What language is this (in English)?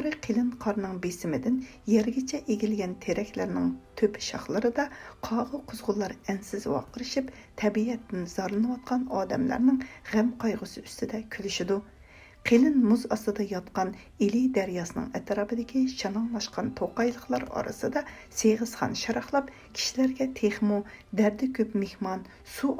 Uyghur